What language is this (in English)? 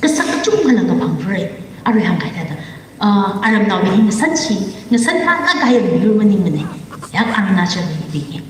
Tangkhul Naga (India)